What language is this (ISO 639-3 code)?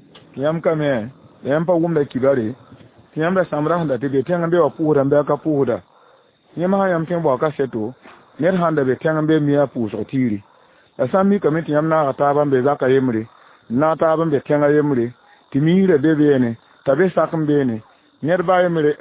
mos